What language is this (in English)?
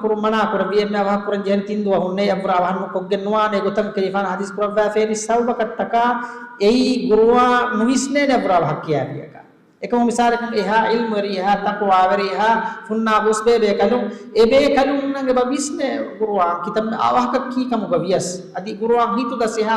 Divehi